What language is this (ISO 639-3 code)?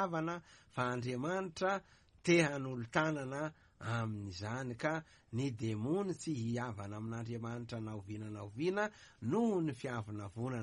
mlg